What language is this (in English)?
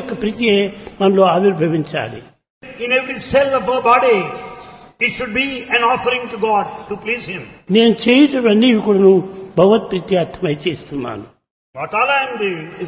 Telugu